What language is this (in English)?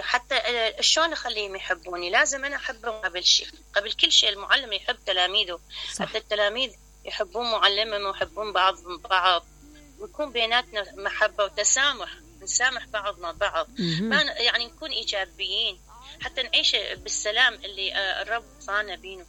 Mesopotamian Arabic